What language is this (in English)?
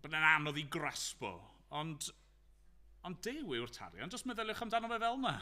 Welsh